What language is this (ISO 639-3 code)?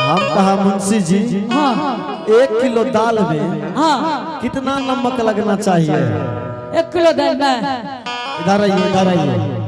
anp